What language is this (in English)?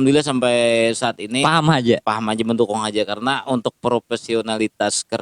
Banjar